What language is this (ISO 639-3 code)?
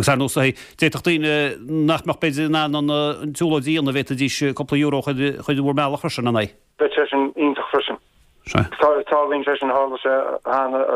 gle